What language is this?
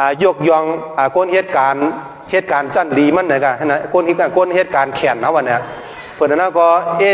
Shan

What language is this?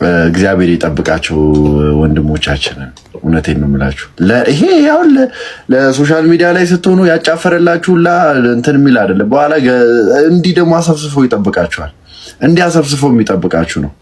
Amharic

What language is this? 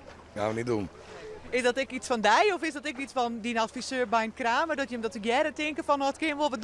Western Frisian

